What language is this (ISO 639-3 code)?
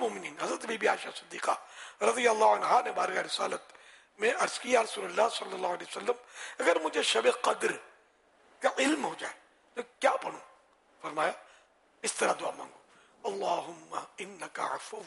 urd